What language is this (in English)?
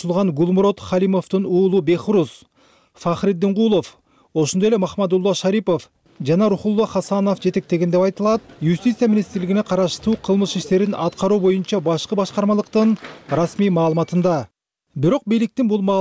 Kyrgyz